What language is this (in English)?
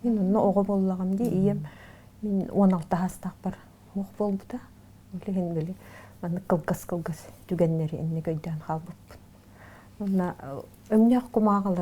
Yakut